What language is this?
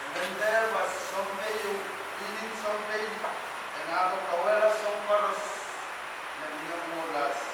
Pohnpeian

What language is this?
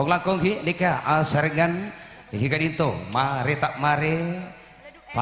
Madurese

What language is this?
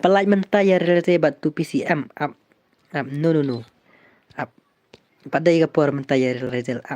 Khasi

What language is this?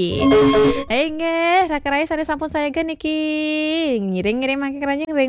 Balinese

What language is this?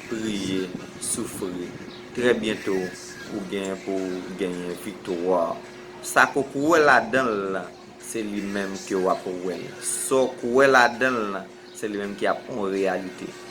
Haitian Creole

